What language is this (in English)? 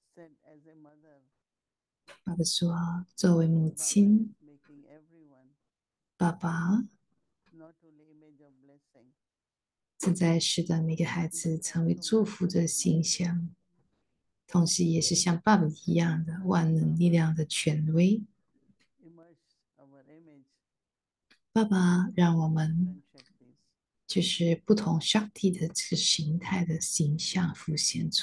Chinese